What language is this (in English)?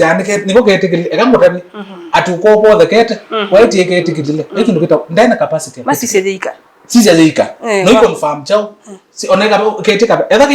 Kamba